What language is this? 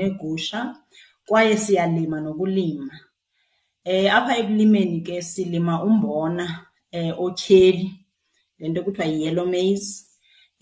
Xhosa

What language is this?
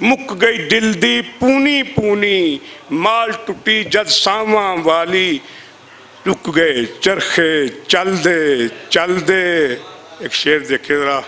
Western Panjabi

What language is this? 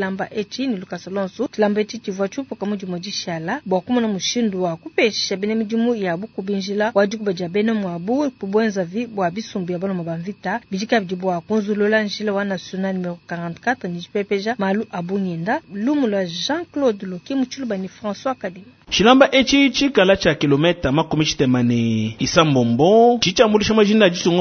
Luba-Lulua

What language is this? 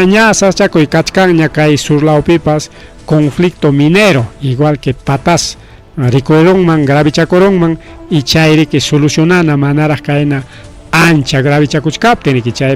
Ayacucho Quechua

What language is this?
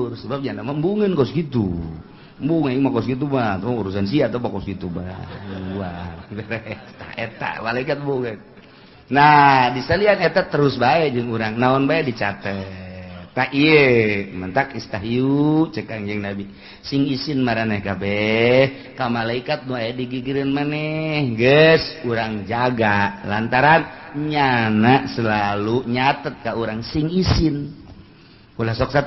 Sundanese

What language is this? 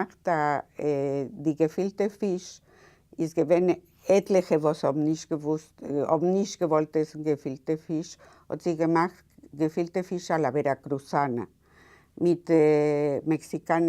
Yiddish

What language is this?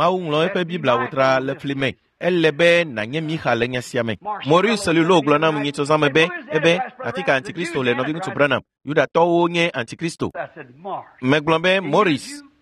Ewe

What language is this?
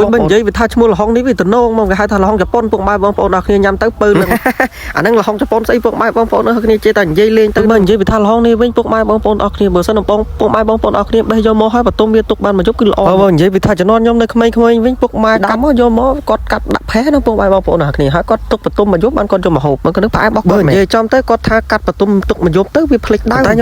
Khmer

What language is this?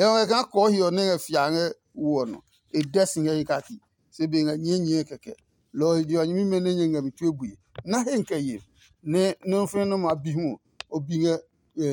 Adangme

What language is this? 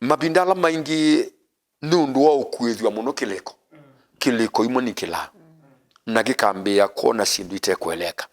Kamba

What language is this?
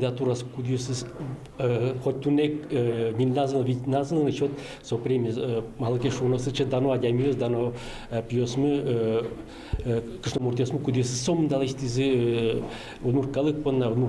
Udmurt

